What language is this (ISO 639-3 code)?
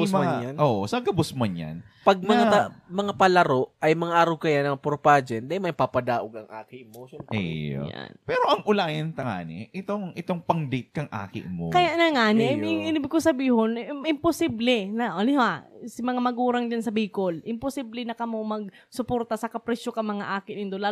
bik